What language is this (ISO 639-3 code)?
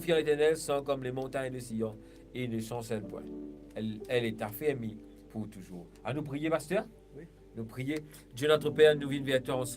mfe